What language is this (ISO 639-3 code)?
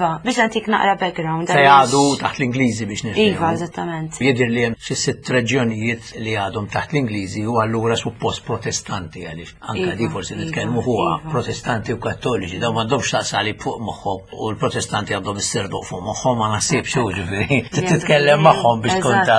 mlt